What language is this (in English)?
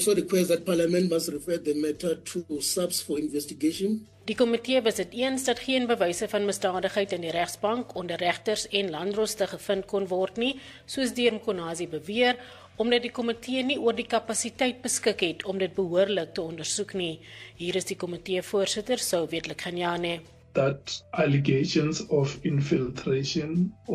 Afrikaans